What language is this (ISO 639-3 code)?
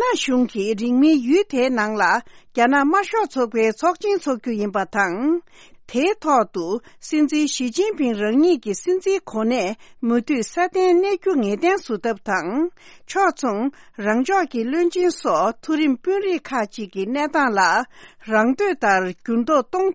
bod